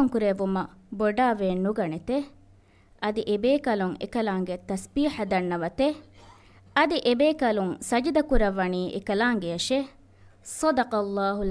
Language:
Divehi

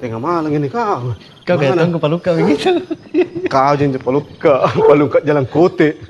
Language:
Makassar Malay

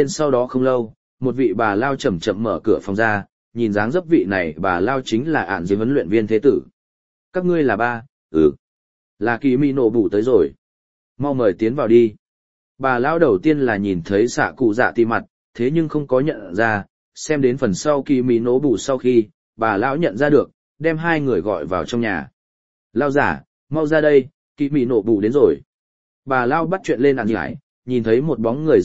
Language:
Vietnamese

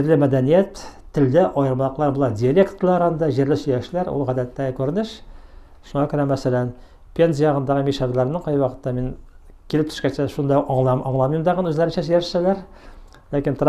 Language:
Tatar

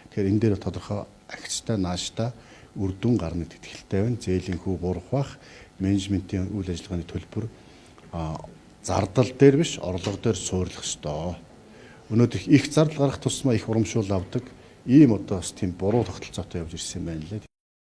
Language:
Mongolian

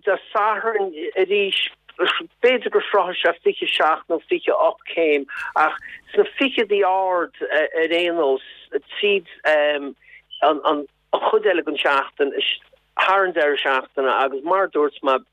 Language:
Irish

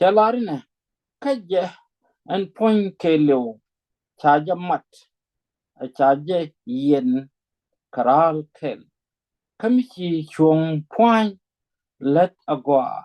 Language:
Nuer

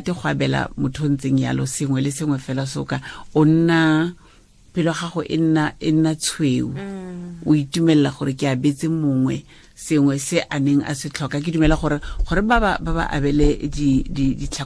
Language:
Tswana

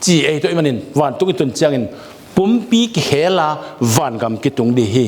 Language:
Tedim Chin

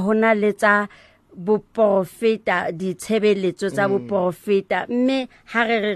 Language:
Southern Sotho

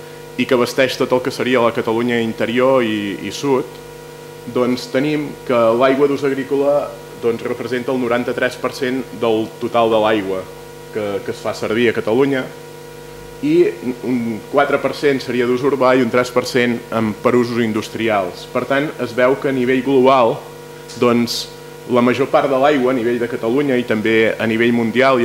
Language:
Catalan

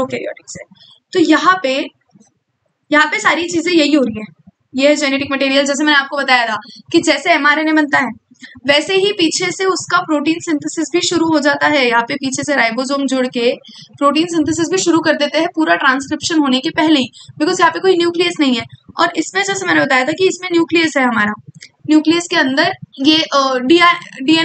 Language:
Hindi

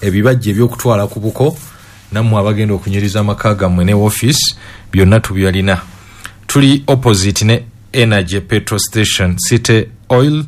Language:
Ganda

